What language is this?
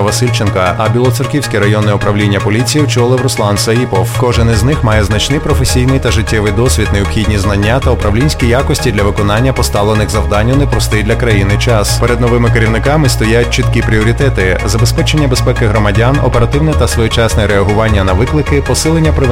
Ukrainian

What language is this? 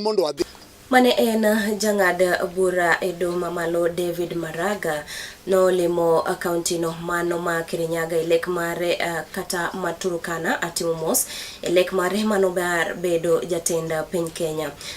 Luo (Kenya and Tanzania)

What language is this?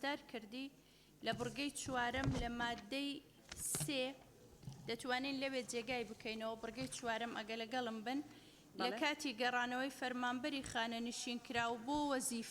Central Kurdish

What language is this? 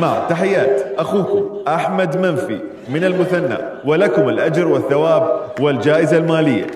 Mesopotamian Arabic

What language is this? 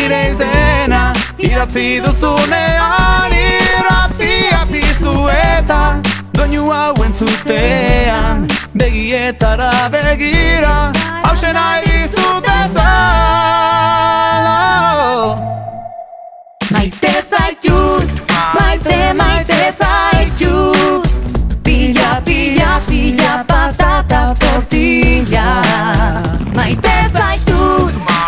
Basque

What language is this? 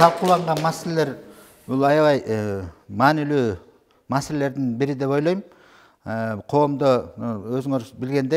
Kyrgyz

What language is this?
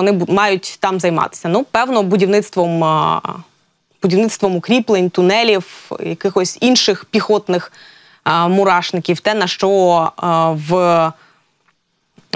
Ukrainian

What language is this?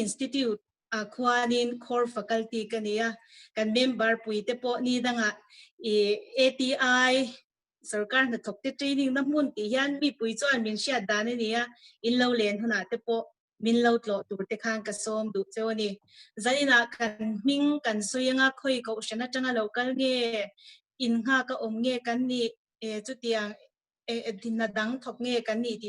Mizo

